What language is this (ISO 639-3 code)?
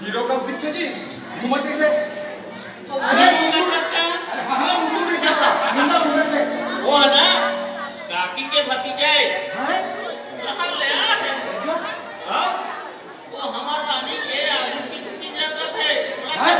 hne